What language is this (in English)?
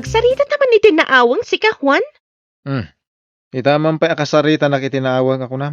Iloko